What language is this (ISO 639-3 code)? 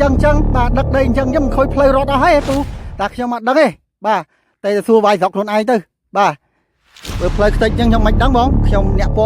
khm